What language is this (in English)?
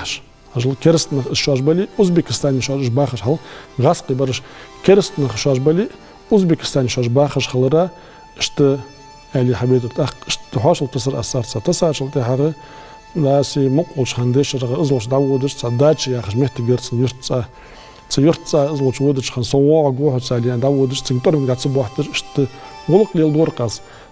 Ingush